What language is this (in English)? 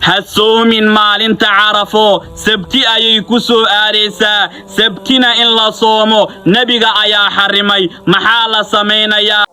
Somali